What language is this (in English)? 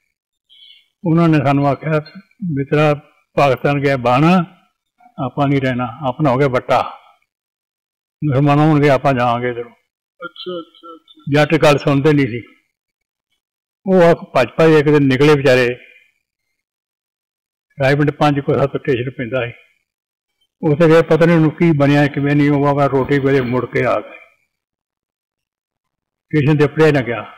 Punjabi